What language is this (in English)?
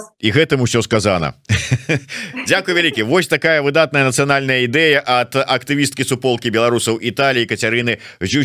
Belarusian